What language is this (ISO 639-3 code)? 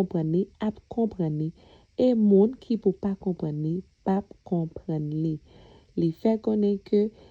hat